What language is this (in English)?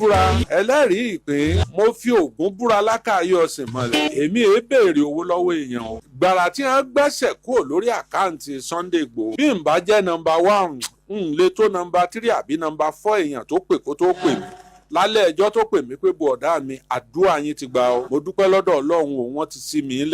Yoruba